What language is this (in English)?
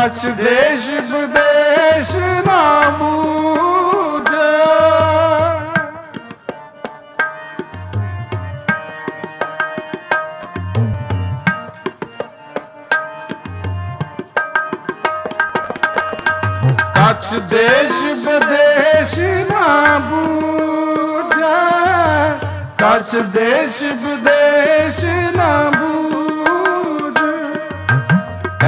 Punjabi